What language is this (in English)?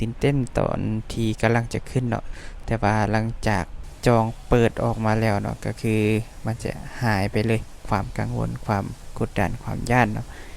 Lao